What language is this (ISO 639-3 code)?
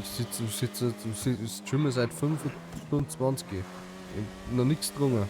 bar